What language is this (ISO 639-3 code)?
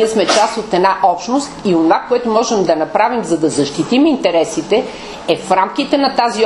bul